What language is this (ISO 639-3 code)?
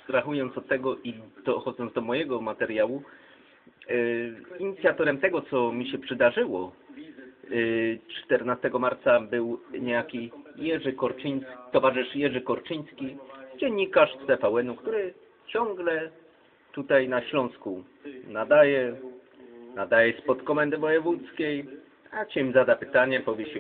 pol